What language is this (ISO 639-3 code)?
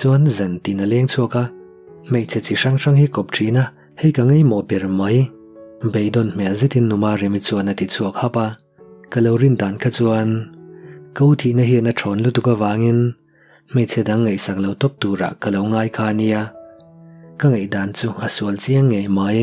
lus